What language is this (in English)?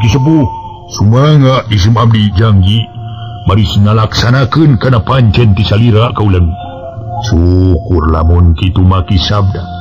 Sundanese